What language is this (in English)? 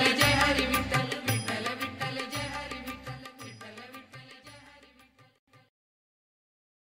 Marathi